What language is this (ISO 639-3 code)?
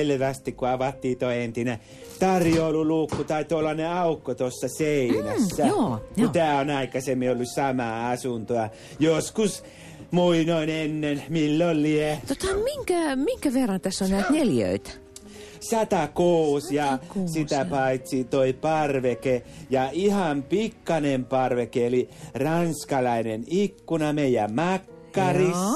fin